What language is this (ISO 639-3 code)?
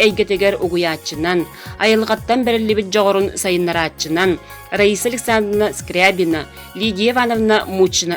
sah